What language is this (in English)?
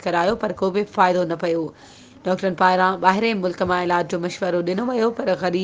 Sindhi